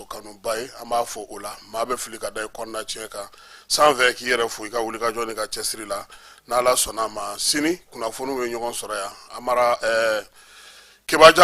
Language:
Bambara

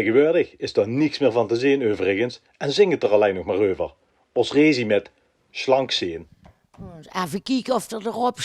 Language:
Limburgish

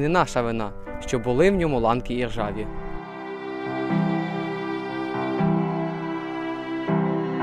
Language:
Ukrainian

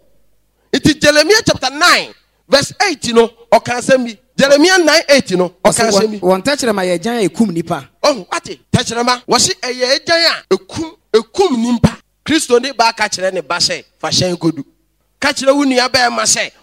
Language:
Akan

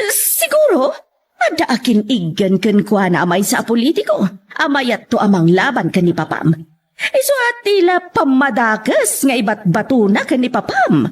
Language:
Iloko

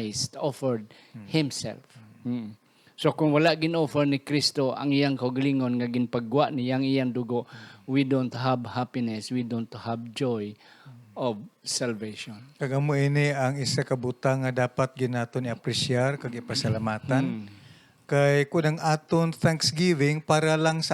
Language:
Hiligaynon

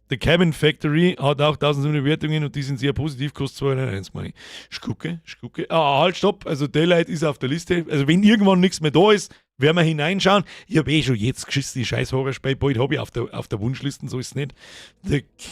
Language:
Bavarian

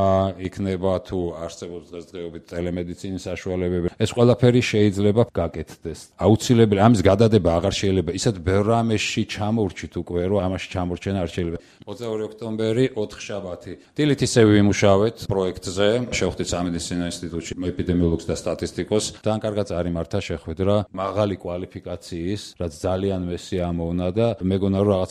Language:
Georgian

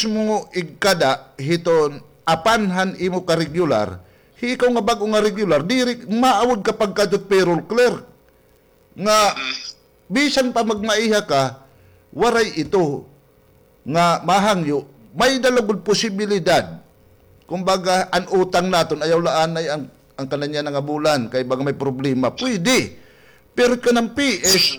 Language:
Waray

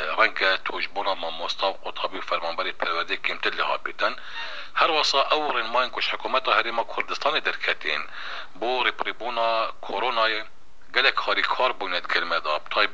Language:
Kurdish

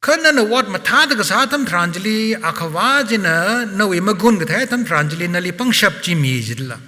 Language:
Tangkhul Naga (India)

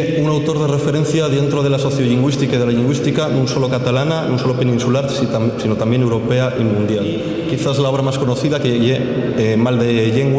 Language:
Asturian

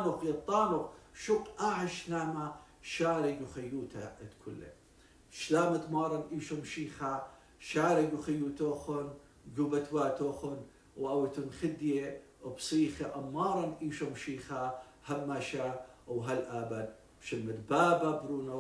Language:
Assyrian Neo-Aramaic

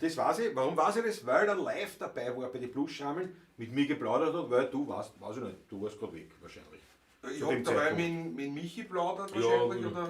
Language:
Bavarian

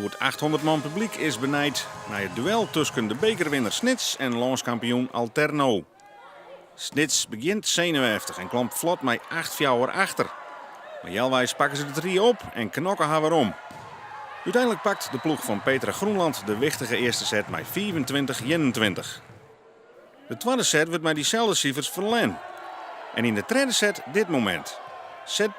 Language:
Western Frisian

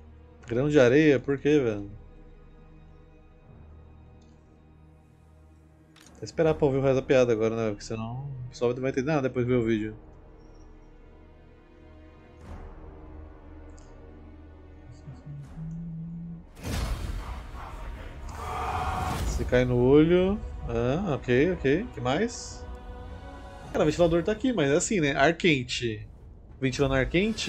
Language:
Portuguese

